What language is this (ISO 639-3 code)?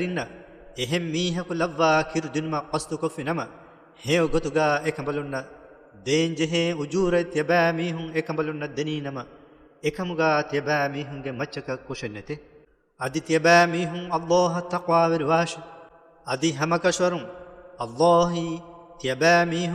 div